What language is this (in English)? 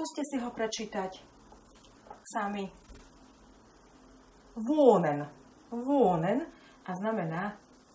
Slovak